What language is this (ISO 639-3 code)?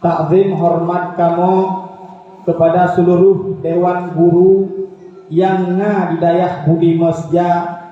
ace